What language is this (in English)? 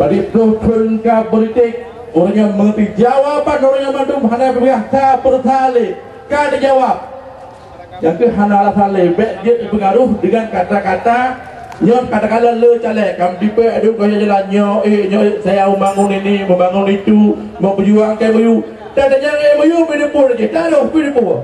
Achinese